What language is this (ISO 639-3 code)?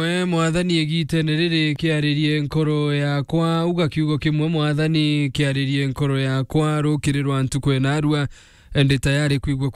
mer